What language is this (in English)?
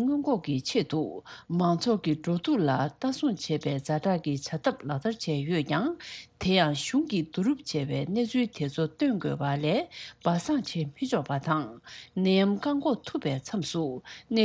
Tibetan